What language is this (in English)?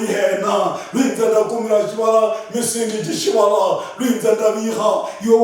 Luyia